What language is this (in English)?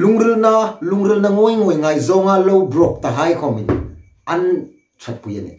Hmar